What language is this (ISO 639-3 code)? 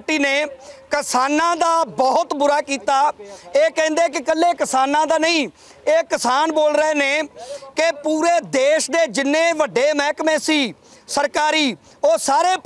pan